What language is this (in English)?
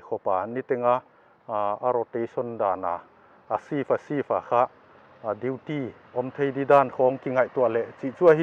Paite Chin